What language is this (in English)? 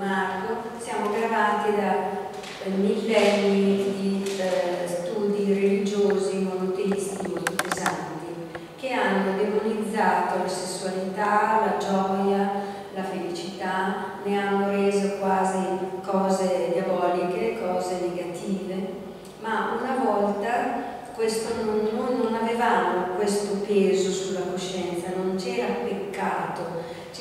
Italian